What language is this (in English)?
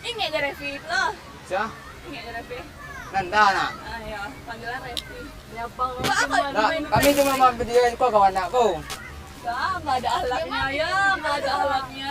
Minangkabau